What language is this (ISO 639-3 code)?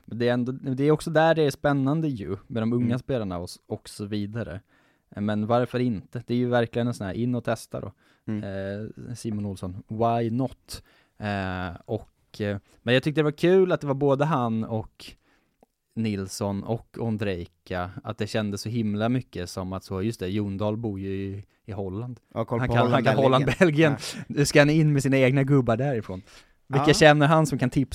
swe